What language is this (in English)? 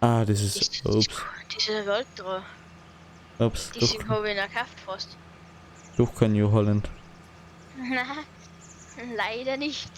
Bavarian